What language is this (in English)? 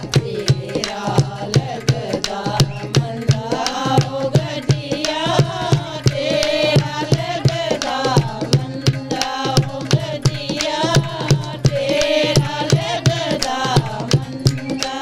Dogri